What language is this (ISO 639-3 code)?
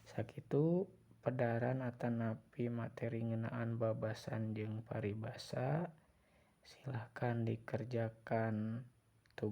sun